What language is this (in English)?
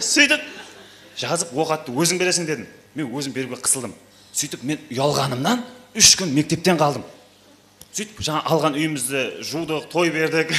Kara-Kalpak